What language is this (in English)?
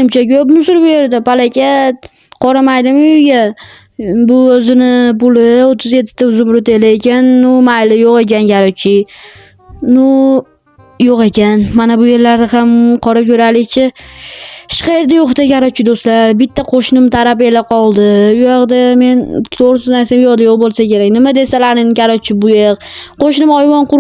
Uzbek